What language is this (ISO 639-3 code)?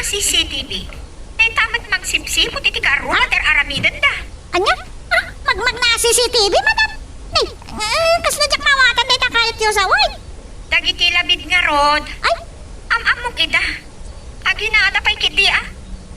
ilo